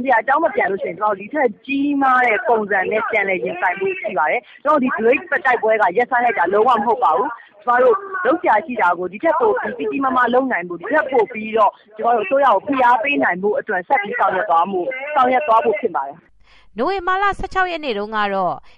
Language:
Burmese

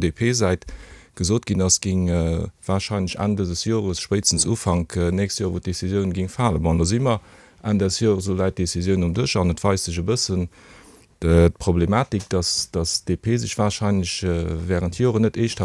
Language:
Luxembourgish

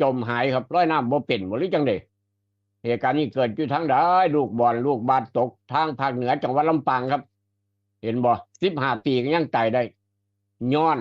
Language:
Northeastern Thai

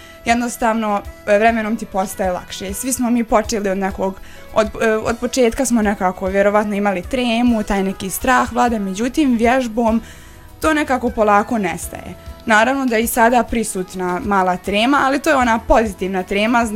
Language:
Bosnian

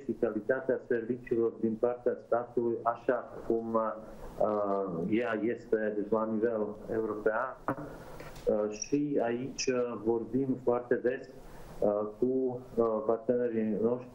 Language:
Romanian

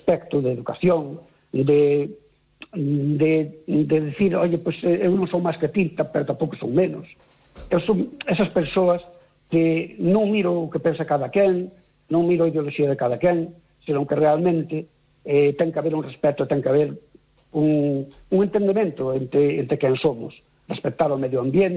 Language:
Galician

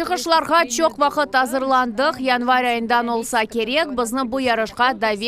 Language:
Crimean Tatar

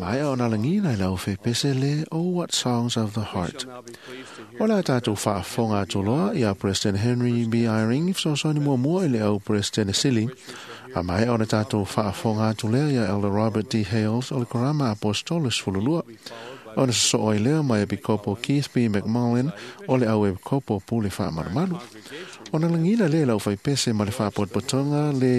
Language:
Samoan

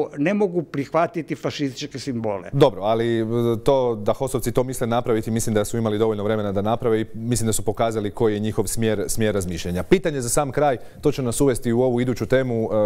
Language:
Croatian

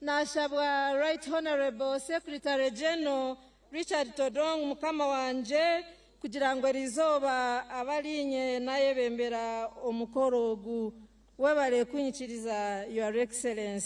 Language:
Nyankole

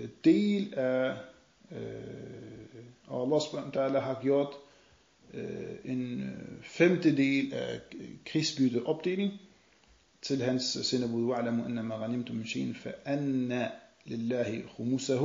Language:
Danish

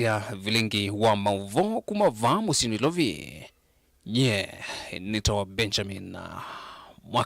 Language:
Kamba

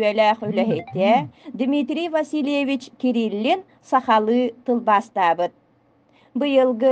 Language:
Yakut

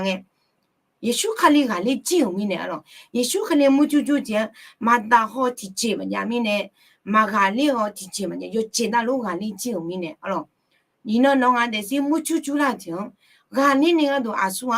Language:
Akha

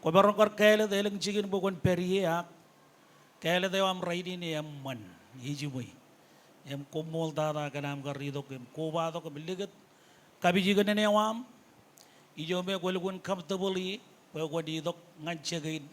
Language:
Marshallese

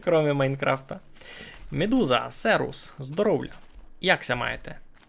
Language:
Rusyn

